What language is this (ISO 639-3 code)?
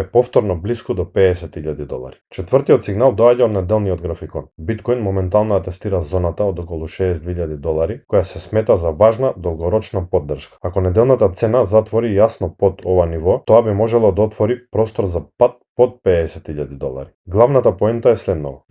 mkd